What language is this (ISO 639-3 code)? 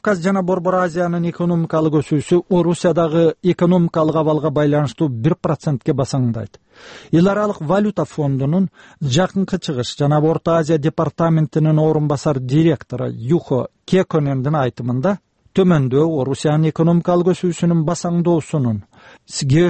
kir